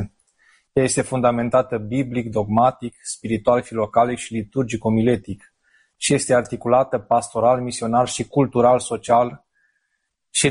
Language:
Romanian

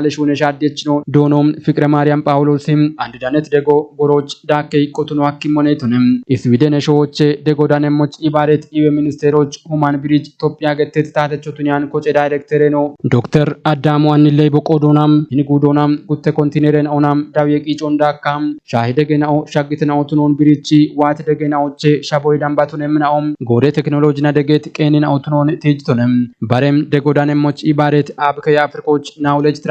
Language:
Kafa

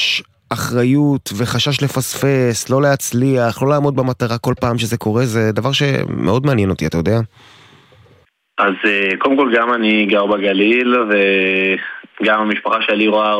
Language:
Hebrew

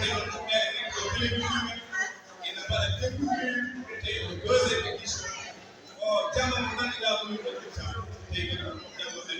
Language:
Fula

